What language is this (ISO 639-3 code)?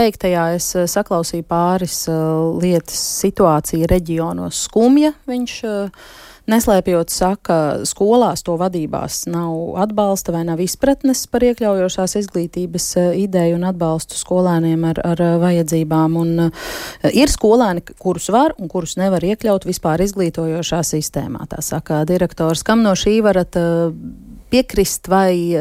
lav